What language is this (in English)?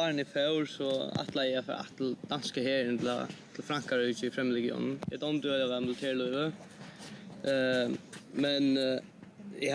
Faroese